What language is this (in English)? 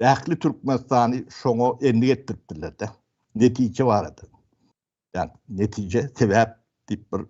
Turkmen